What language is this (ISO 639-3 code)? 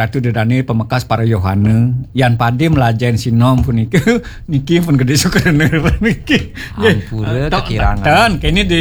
ban